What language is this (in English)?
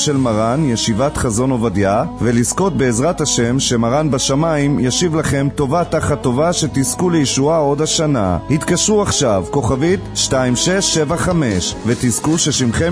Hebrew